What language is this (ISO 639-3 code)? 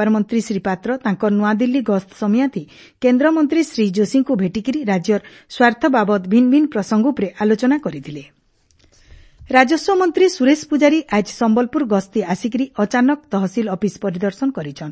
ori